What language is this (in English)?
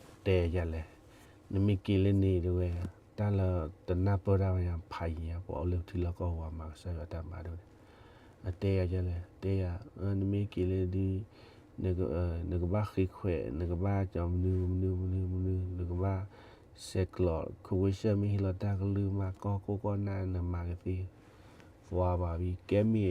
S'gaw Karen